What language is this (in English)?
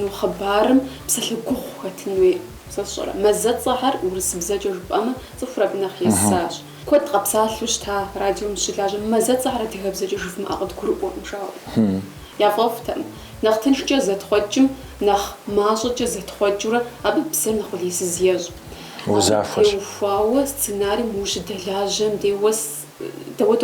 Kabardian